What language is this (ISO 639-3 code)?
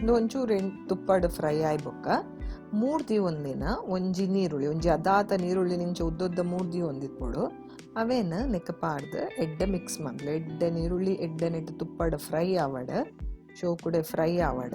tcy